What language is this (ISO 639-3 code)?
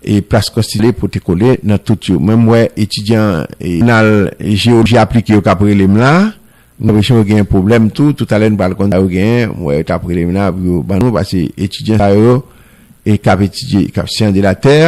hat